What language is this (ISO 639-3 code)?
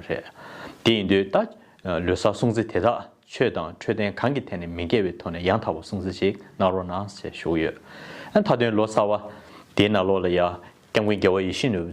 bod